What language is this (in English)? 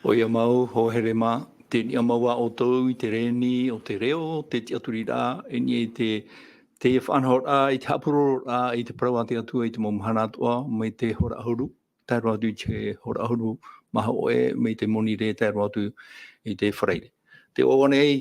Tahitian